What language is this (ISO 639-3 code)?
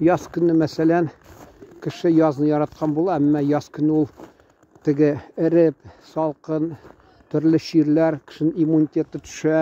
tat